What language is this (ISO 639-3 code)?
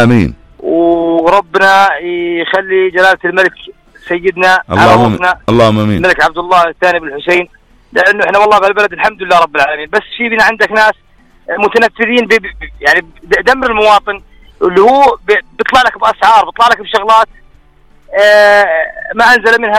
apc